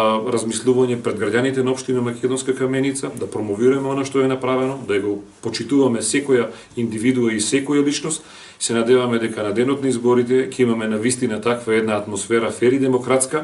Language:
Macedonian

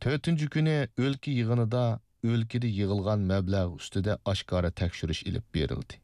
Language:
Uyghur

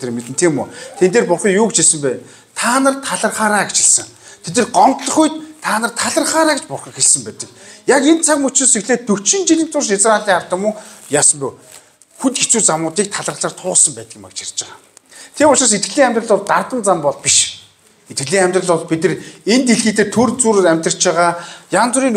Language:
Mongolian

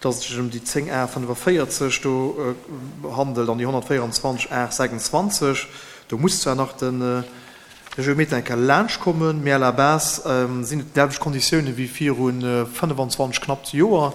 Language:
Luxembourgish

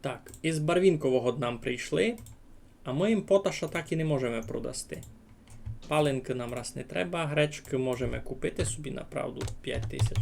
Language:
Rusyn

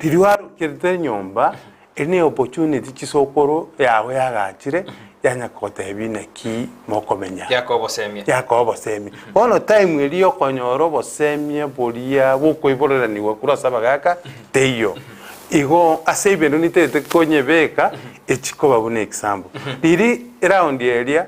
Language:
Gusii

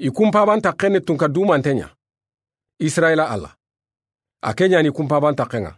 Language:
Soninke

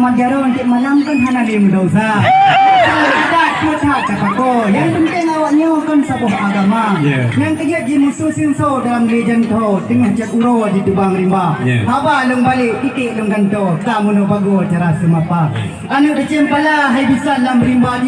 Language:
Achinese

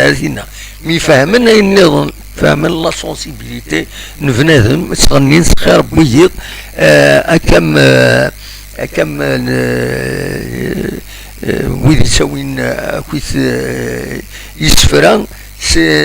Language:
Kabyle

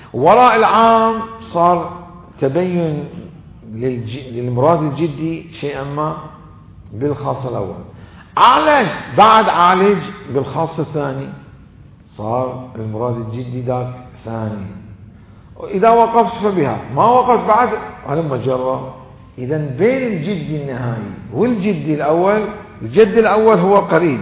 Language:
Mesopotamian Arabic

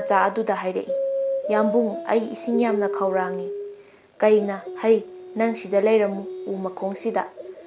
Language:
Manipuri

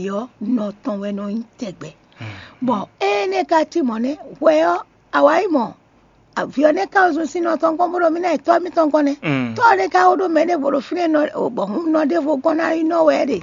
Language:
Fon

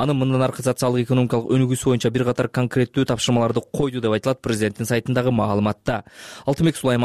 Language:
Kyrgyz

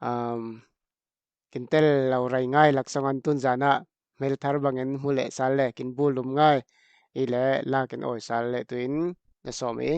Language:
Falam Chin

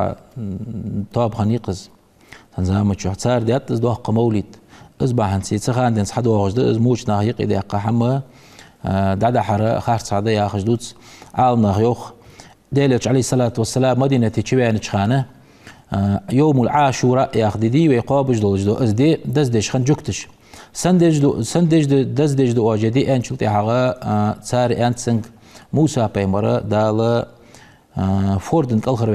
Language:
Ingush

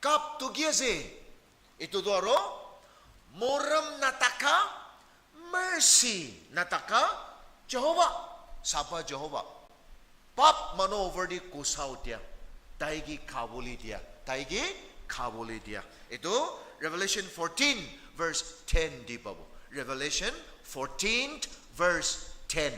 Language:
Naga Pidgin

